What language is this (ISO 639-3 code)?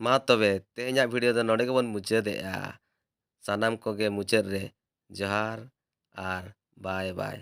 sat